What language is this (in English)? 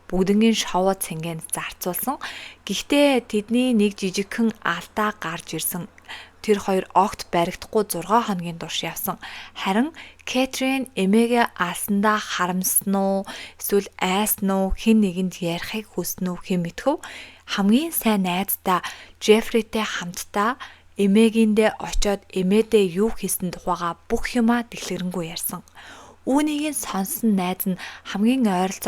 Mongolian